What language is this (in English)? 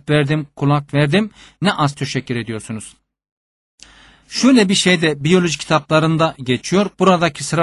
Turkish